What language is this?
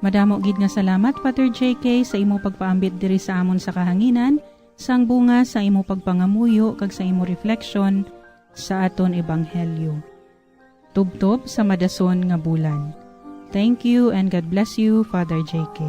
Hiligaynon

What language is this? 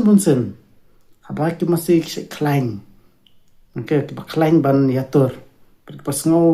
Khasi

